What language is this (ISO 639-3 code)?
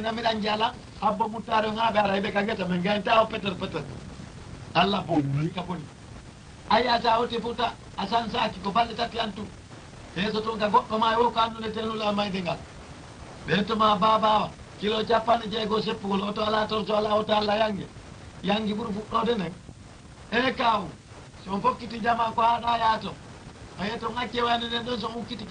ful